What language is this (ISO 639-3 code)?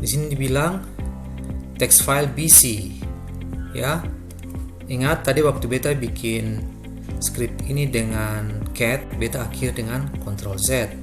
abs